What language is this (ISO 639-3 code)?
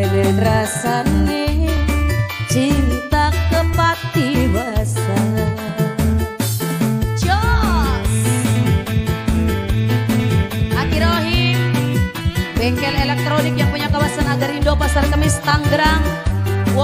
jav